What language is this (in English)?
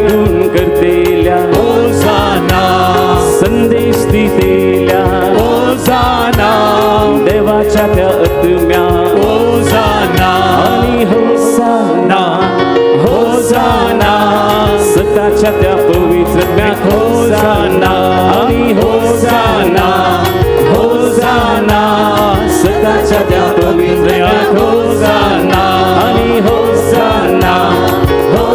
Konkani